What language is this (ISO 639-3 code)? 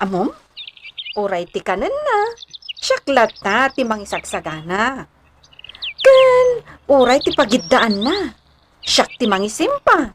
ilo